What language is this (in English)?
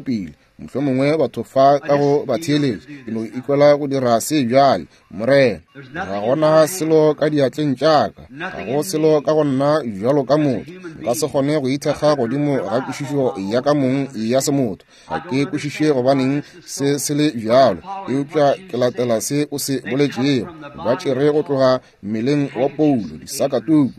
Northern Sotho